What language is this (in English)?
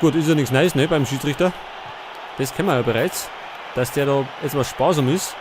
Bavarian